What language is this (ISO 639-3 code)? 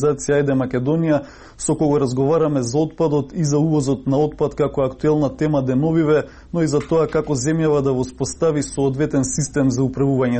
mkd